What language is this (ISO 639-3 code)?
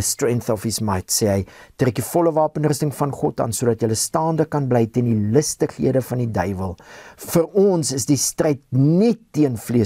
afr